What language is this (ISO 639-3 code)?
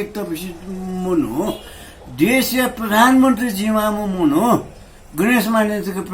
new